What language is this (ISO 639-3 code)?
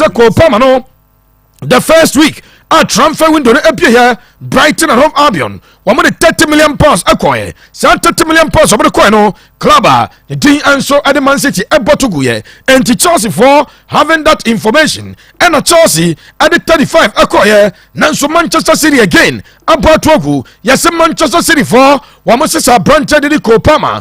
aka